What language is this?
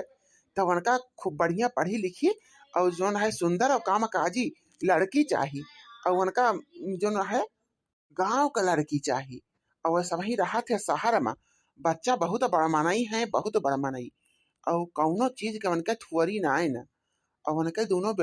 Awadhi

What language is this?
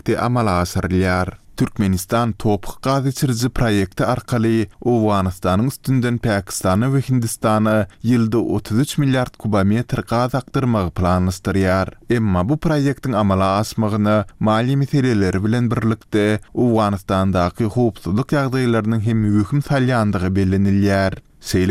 Turkmen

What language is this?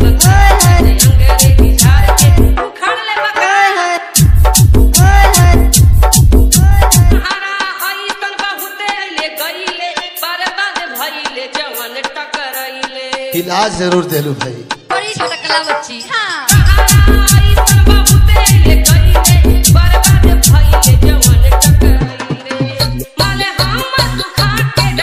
Bhojpuri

